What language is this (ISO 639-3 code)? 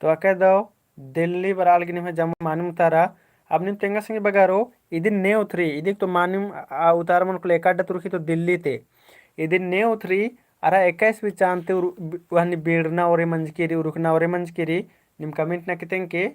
kru